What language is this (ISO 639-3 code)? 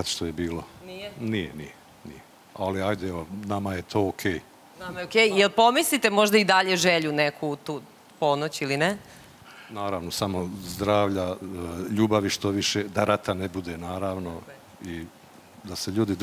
srp